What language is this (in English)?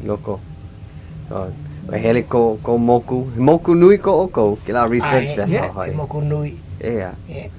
Hawaiian